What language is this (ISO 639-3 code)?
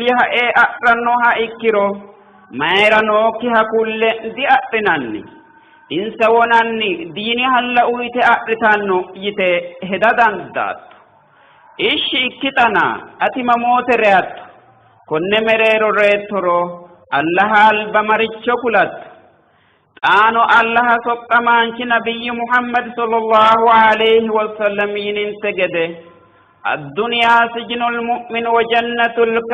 sid